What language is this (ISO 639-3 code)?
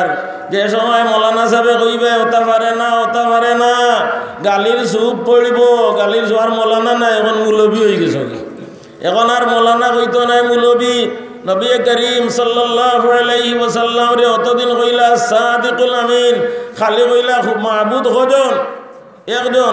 syl